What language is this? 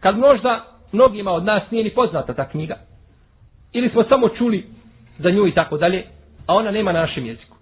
Bosnian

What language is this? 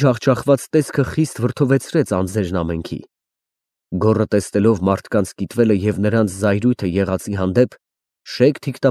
Armenian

